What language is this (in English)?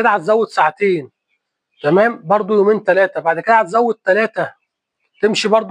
Egyptian Arabic